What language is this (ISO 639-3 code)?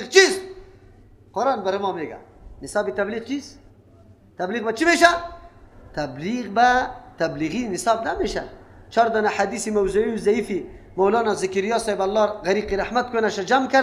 fas